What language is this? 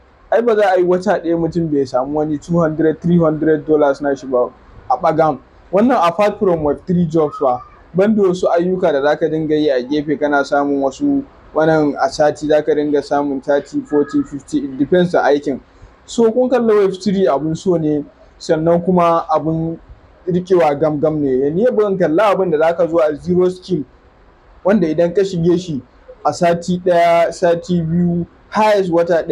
Hausa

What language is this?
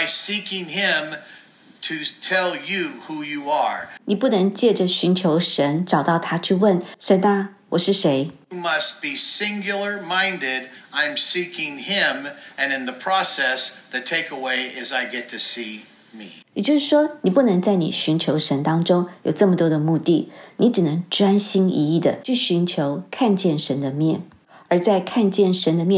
Chinese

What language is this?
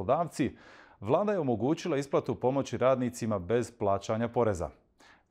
Bosnian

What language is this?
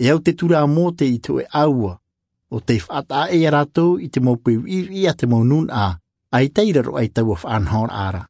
Tahitian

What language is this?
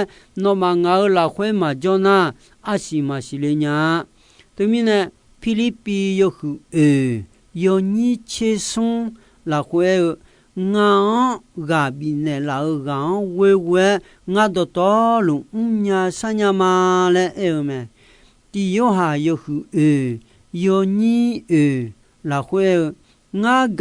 Akha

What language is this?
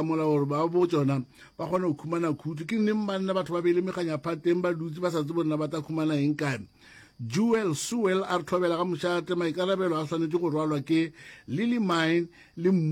Northern Sotho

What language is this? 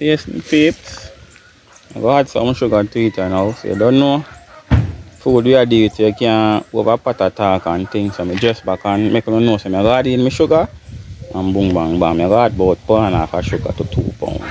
Jamaican Creole English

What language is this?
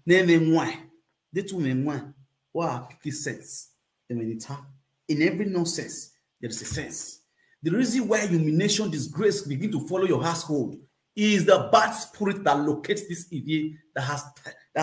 Nigerian Pidgin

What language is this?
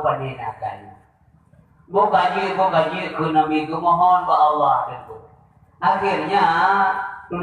Achinese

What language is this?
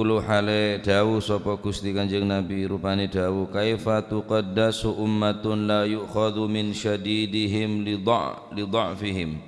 Madurese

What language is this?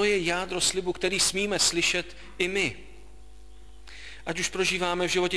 Czech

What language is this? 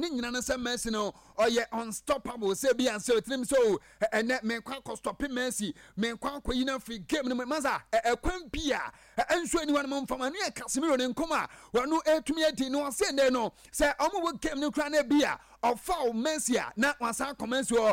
Akan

